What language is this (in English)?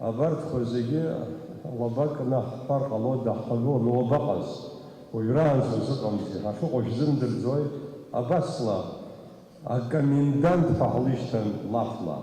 Abkhazian